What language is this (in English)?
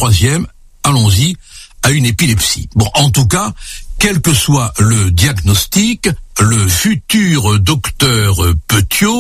French